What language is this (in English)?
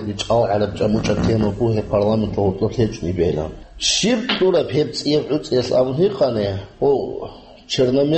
Avaric